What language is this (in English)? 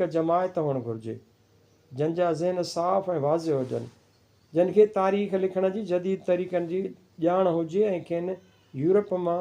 Sindhi